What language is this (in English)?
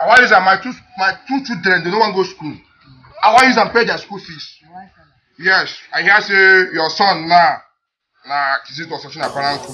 Nigerian Pidgin